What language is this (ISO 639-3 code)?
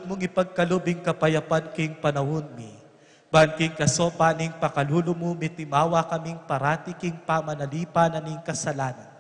pam